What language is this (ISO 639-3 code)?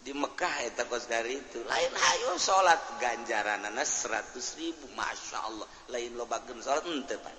sun